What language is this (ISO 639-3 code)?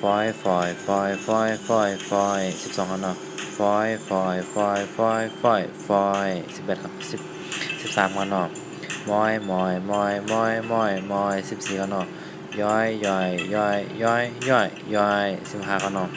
shn